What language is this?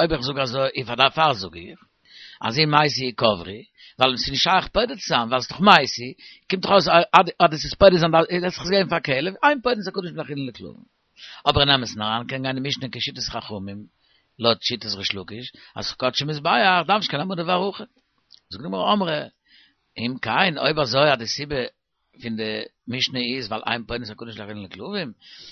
Yiddish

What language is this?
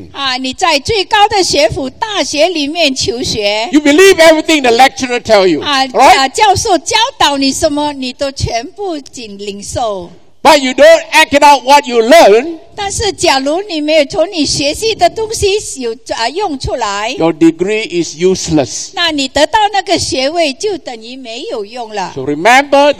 Chinese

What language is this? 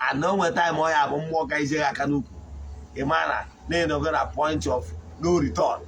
Igbo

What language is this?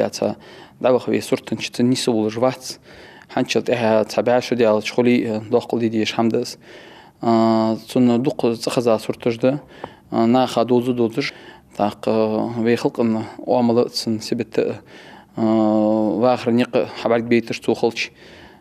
Ingush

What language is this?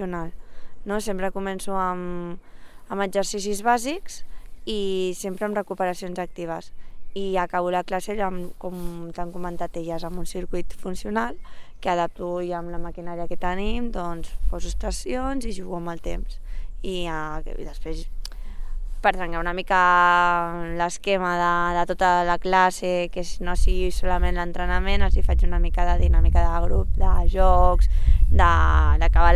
Catalan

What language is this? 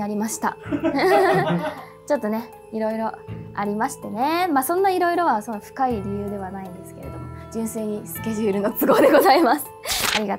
Japanese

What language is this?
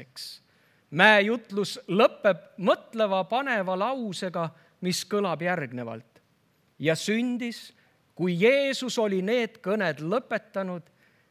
Estonian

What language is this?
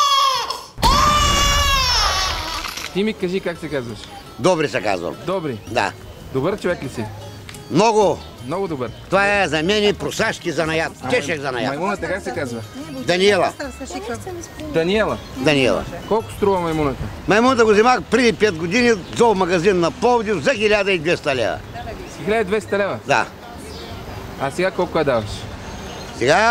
Bulgarian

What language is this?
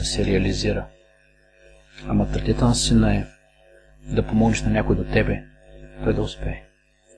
Bulgarian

